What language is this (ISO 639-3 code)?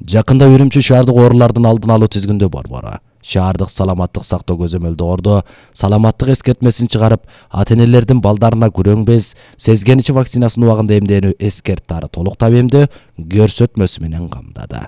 kir